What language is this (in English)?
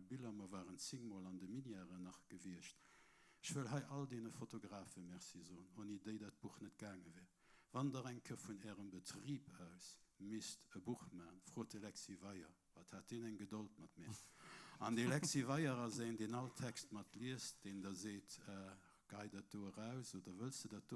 Luxembourgish